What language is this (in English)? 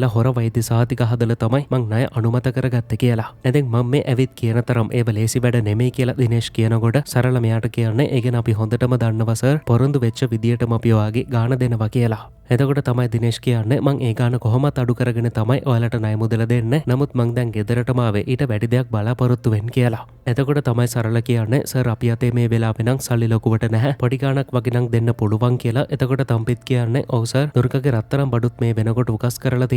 Sinhala